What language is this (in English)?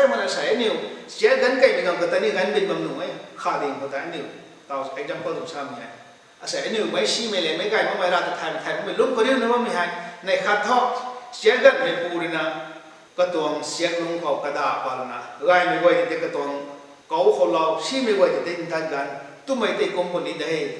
Rongmei Naga